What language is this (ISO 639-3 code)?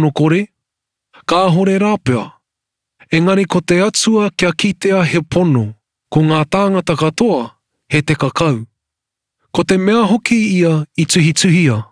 mri